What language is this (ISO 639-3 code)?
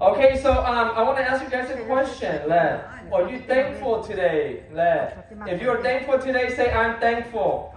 lhu